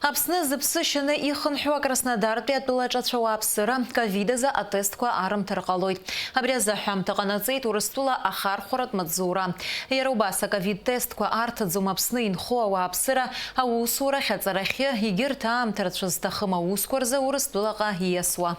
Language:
Abkhazian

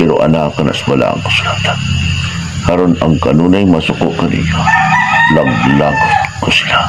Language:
Cebuano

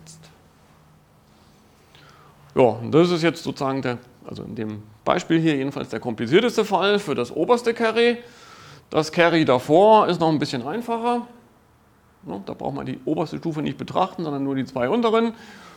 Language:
German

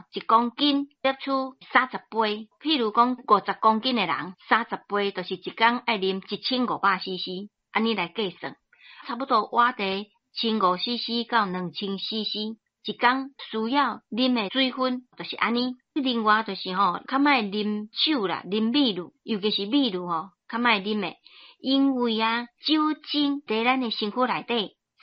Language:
Min Nan Chinese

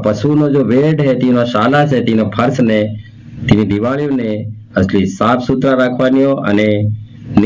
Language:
Gujarati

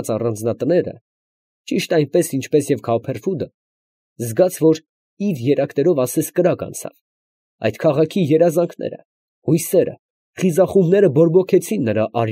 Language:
Armenian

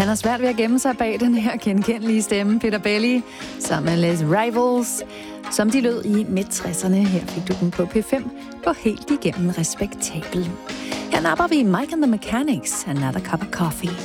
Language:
Danish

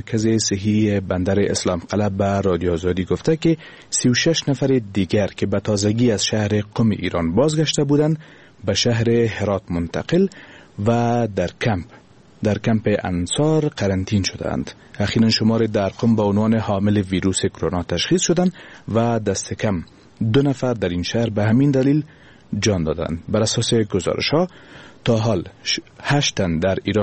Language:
Persian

